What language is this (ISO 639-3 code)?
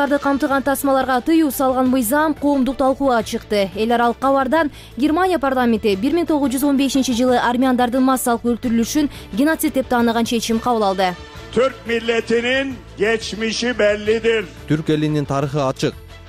kir